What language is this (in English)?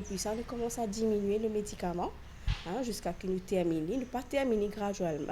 Morisyen